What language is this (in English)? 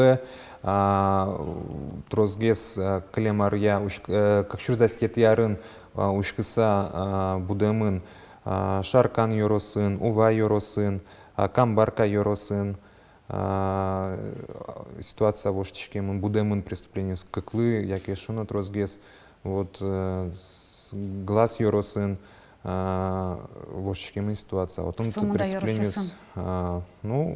Udmurt